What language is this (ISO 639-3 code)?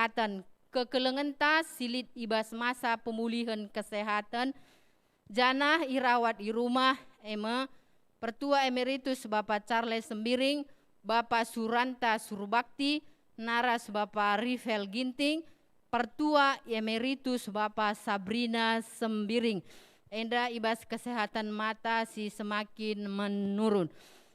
btx